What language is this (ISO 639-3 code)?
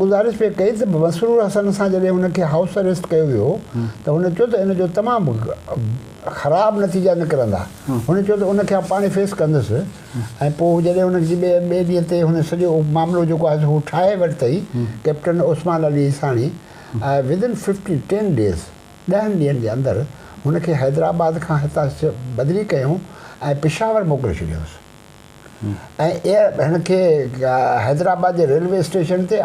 snd